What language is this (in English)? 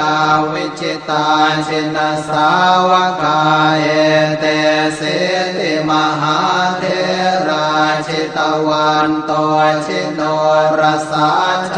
Pali